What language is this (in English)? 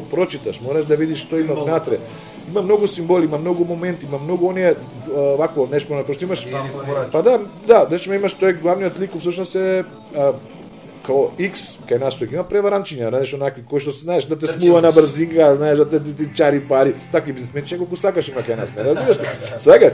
Macedonian